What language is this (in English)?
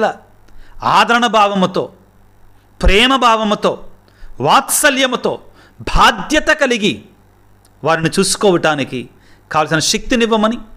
Telugu